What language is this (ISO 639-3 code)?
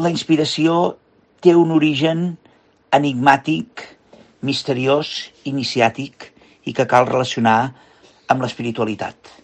cat